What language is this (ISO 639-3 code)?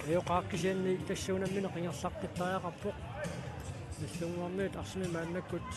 kal